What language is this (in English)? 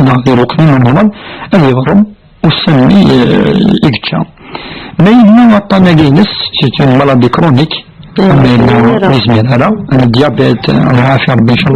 Kabyle